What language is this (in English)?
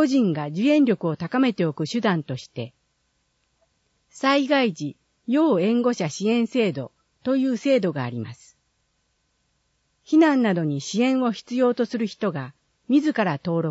Japanese